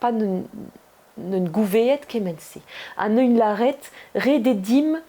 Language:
Breton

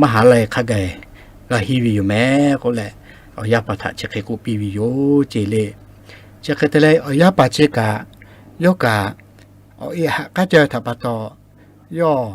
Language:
Lahu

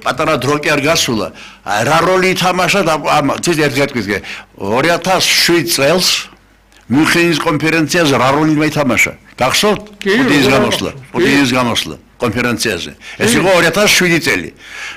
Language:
Georgian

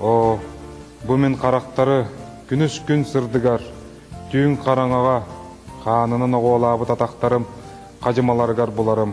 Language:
Yakut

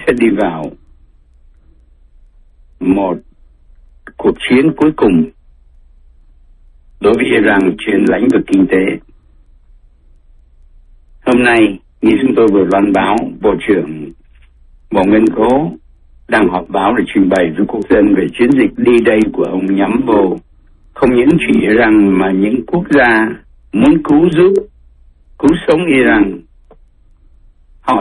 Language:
Vietnamese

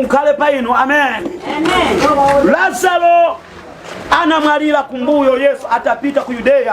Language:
Nyanja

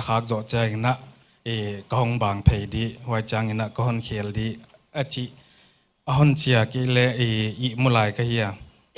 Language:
Paite Chin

